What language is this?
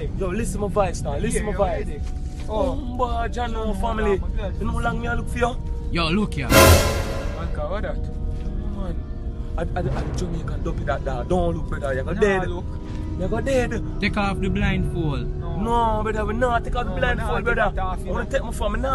Jamaican Creole English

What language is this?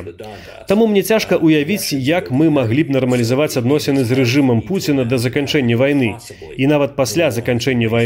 Belarusian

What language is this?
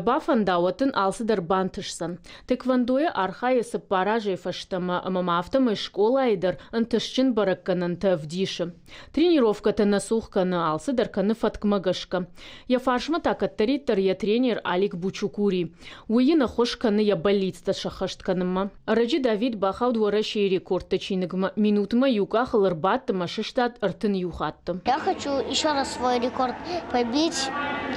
Ossetic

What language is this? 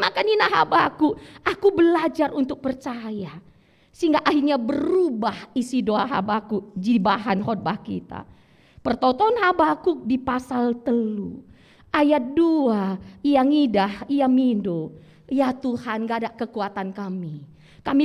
Batak Karo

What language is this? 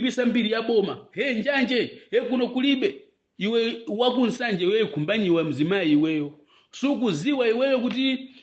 Nyanja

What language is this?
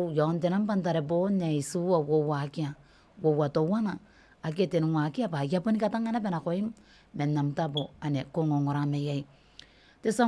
Gilbertese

